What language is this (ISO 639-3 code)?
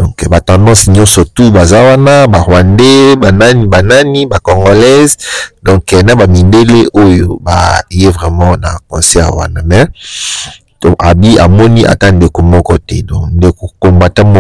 lin